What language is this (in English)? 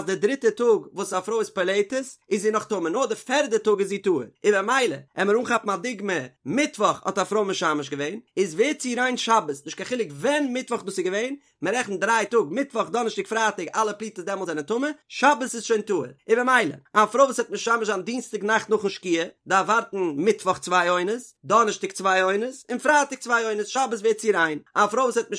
Yiddish